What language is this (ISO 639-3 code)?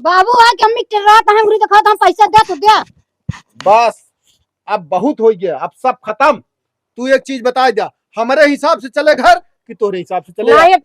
awa